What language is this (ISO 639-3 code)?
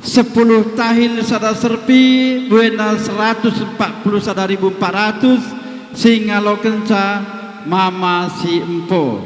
btx